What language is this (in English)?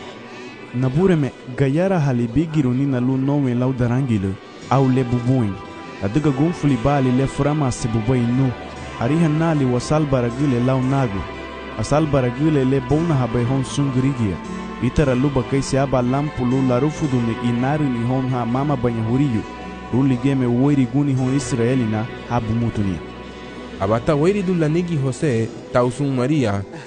Garifuna